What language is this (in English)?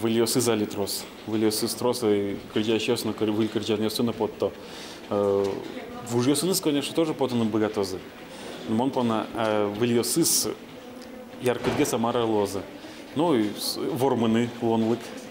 Udmurt